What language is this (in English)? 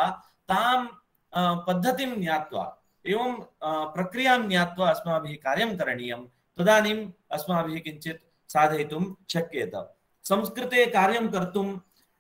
Sanskrit